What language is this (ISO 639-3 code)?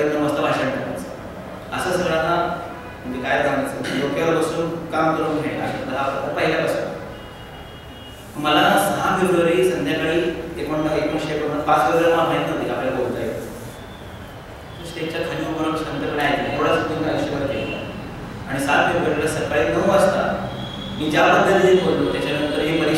mar